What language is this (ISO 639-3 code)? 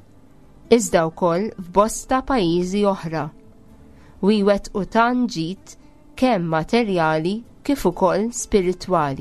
mlt